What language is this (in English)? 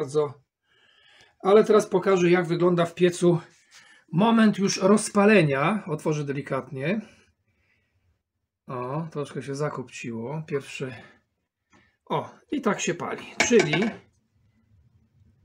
Polish